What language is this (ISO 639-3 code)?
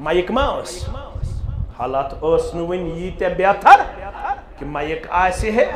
kas